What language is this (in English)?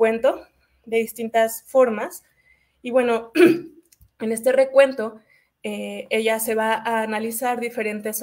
Spanish